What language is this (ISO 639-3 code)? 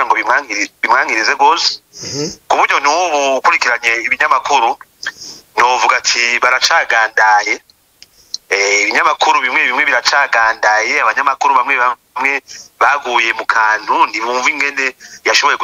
run